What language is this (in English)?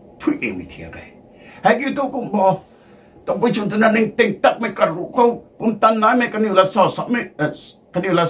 Rongmei Naga